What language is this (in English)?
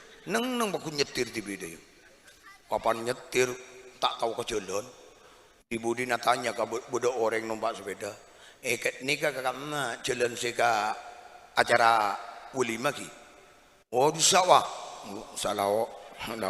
Madurese